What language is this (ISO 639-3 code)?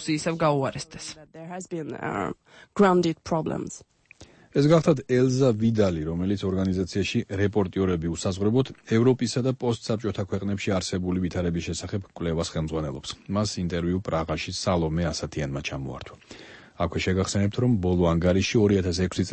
kat